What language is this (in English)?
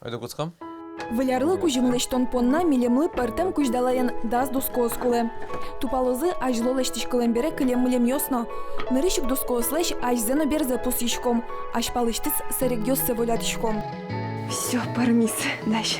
Udmurt